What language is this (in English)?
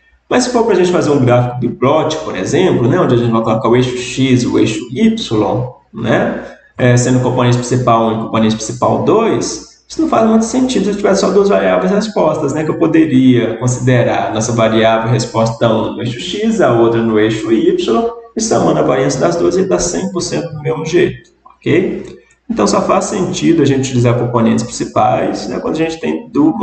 Portuguese